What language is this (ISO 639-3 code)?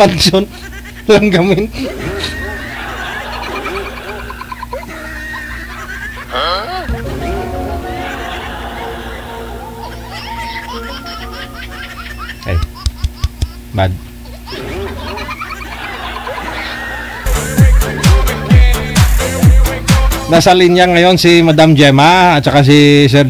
fil